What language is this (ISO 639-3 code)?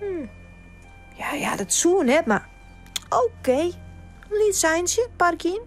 fry